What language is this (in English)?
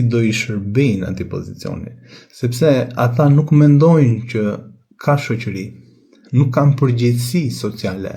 Albanian